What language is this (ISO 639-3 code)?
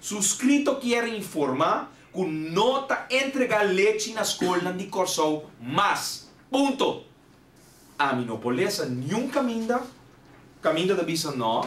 pap